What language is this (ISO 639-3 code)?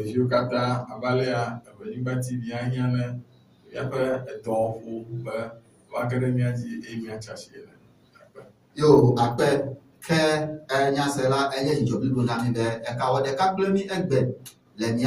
ewe